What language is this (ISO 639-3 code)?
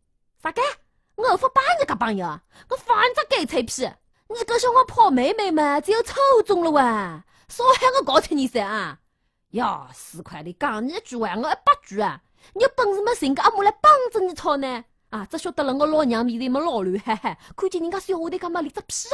wuu